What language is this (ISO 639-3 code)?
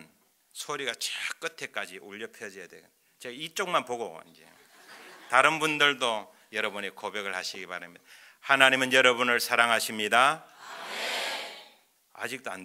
kor